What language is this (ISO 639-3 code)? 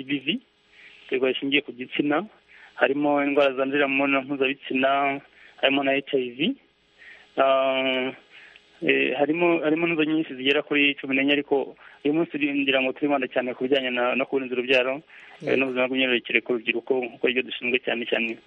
kin